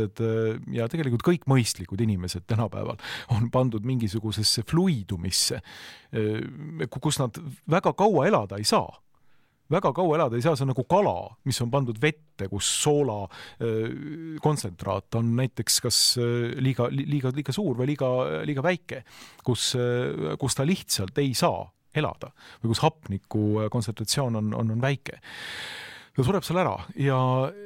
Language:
Estonian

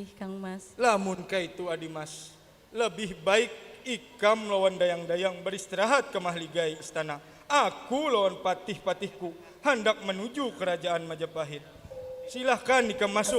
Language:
Banjar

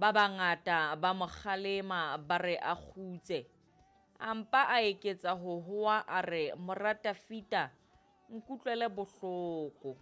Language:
Southern Sotho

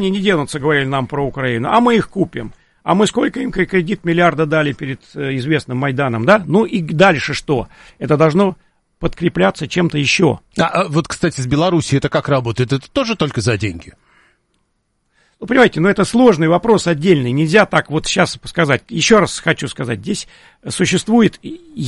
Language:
Russian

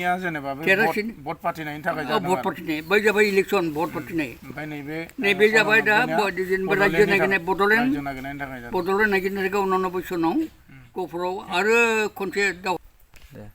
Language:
Bodo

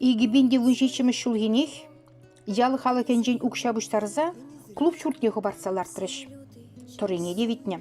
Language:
Chuvash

